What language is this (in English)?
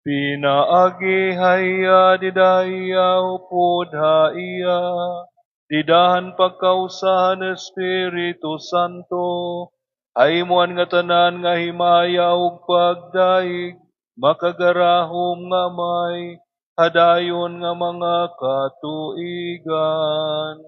Waray